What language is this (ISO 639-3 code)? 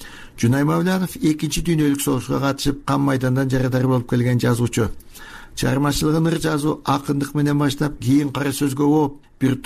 kir